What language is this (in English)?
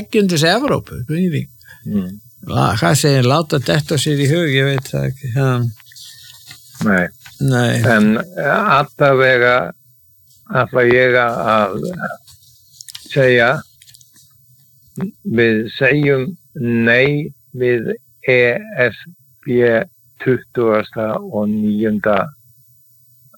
Icelandic